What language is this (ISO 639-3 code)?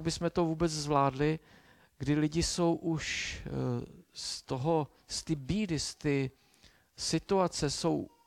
ces